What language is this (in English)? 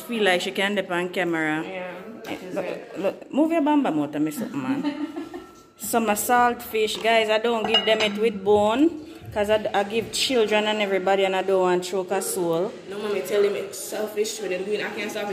Jamaican Creole English